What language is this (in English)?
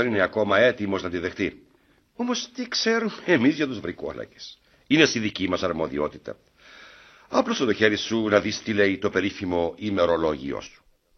Greek